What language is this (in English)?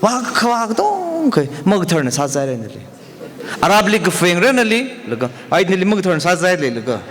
Tangkhul Naga (India)